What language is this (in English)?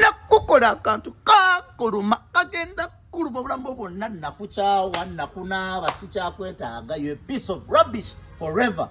Ganda